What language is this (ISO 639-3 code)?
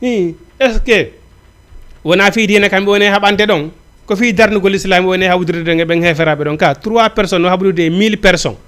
ful